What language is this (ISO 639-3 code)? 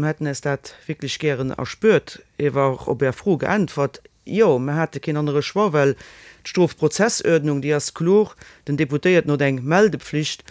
ltz